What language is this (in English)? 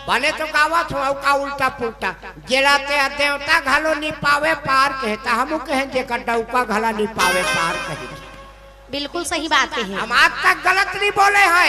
Chhattisgarhi